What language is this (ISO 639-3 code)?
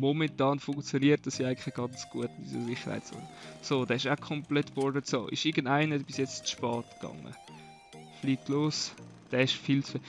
gsw